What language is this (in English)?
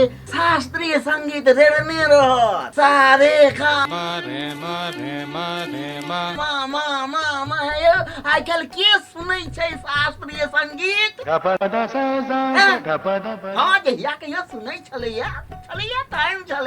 Maithili